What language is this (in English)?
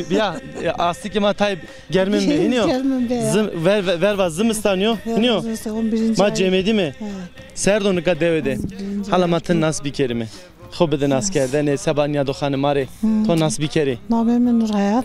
Zaza